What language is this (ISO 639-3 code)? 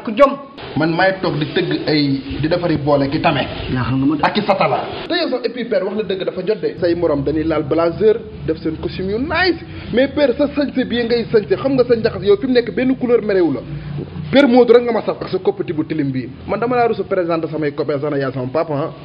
wol